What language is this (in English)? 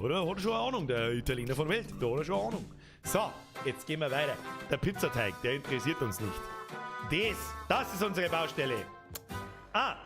Bavarian